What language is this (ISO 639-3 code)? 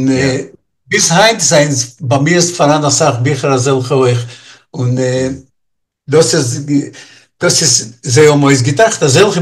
yid